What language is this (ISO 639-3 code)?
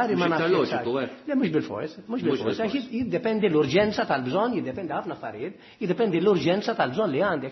mlt